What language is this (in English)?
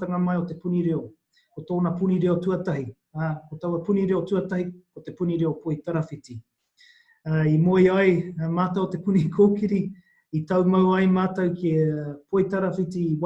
Māori